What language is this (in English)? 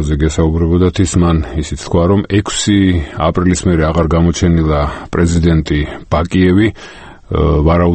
Georgian